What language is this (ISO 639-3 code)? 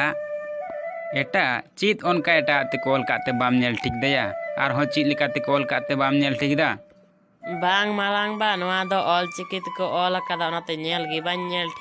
sat